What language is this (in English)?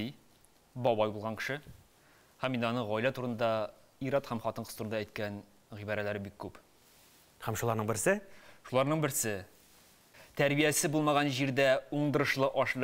Tatar